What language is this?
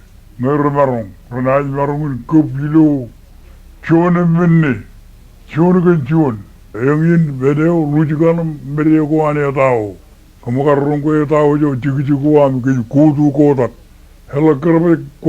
Marshallese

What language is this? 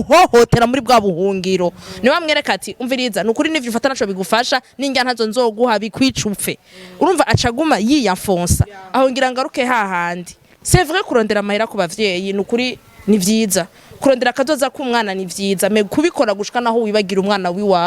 Rundi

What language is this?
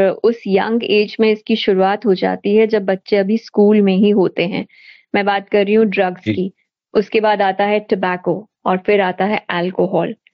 Hindi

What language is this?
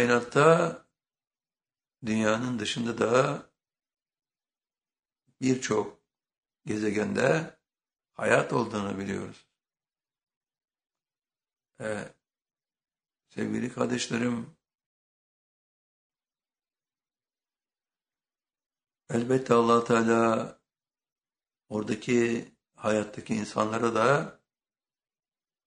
Turkish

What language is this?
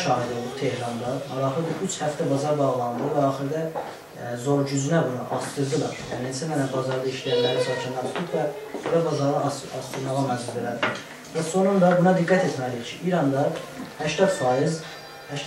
South Azerbaijani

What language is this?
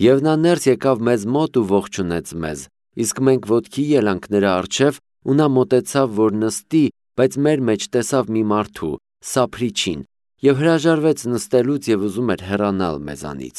Armenian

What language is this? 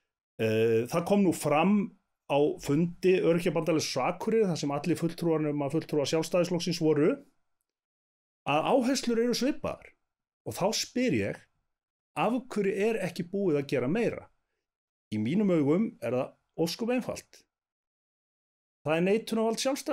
Icelandic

